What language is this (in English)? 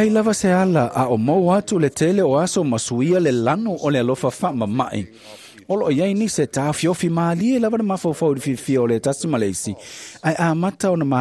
Samoan